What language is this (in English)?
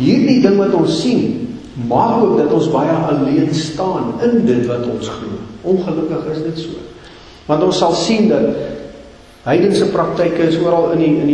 Afrikaans